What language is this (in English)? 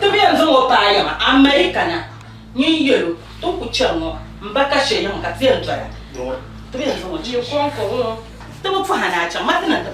Dagbani